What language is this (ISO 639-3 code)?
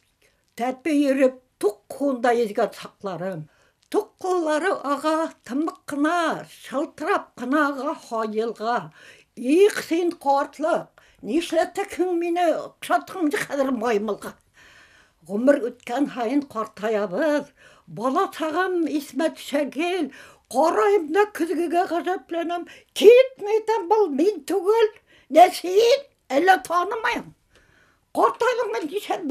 bak